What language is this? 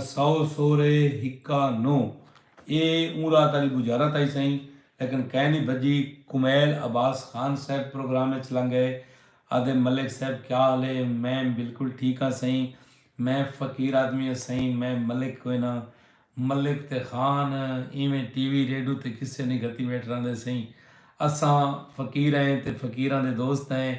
Saraiki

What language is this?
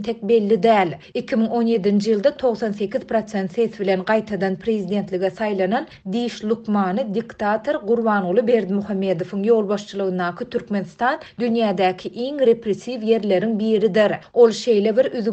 Turkmen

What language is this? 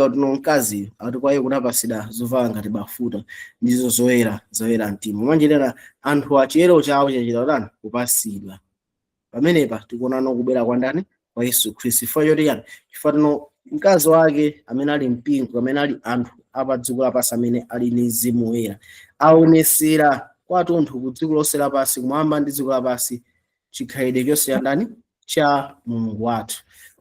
Nyanja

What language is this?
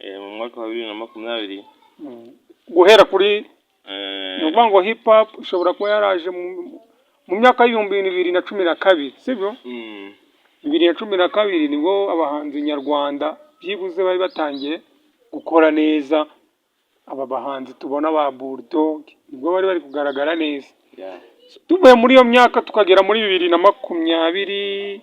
Kinyarwanda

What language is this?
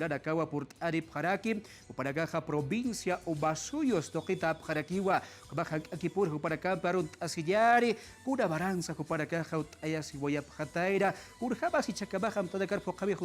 Aymara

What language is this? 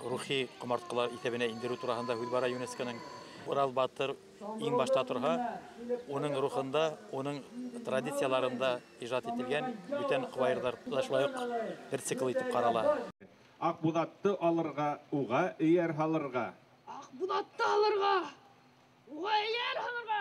Bashkir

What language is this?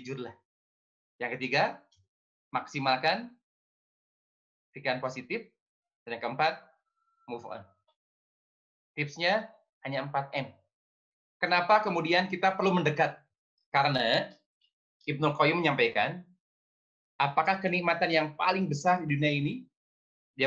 Indonesian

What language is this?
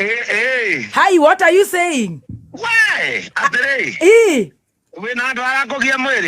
Kikuyu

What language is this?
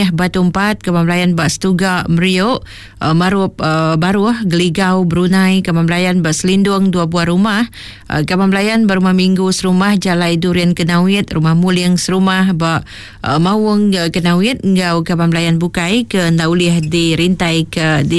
Iban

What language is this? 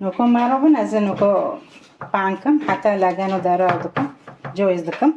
Kurdish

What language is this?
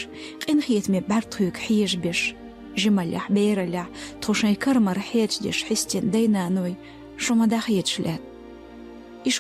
Chechen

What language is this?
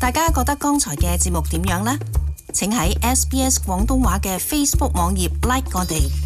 Cantonese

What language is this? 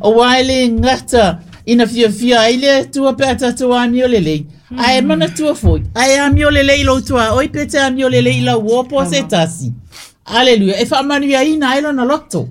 Samoan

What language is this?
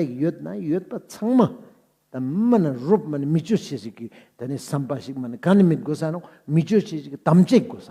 Ladakhi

